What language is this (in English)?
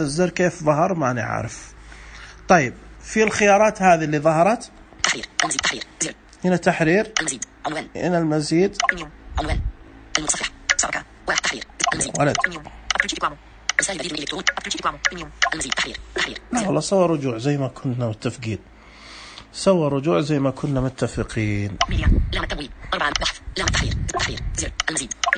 Najdi Arabic